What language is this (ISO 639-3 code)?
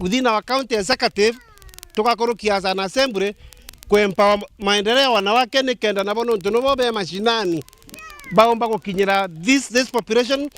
mer